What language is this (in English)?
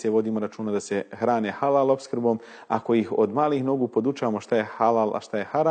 Bosnian